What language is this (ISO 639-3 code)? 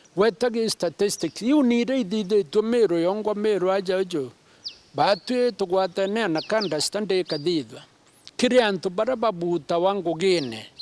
mer